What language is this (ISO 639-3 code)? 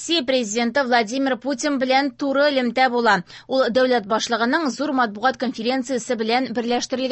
tat